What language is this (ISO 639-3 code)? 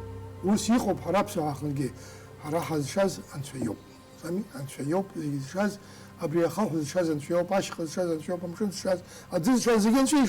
abk